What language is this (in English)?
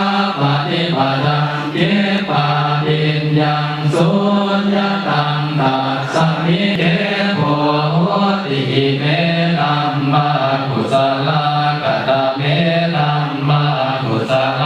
Pali